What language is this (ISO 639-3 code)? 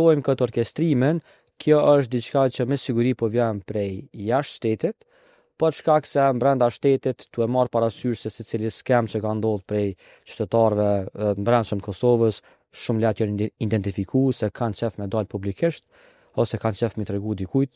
sqi